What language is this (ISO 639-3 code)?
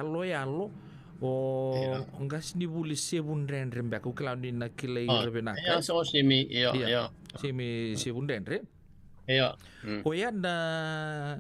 fij